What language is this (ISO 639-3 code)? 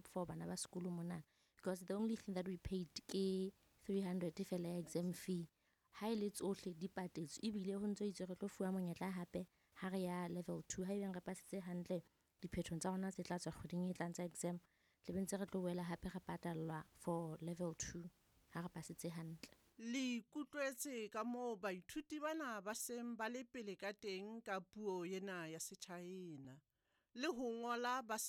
sot